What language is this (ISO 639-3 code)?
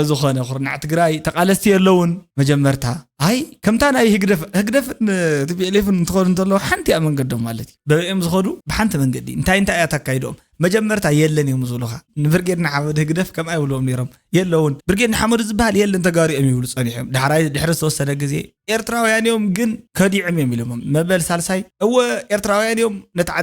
tir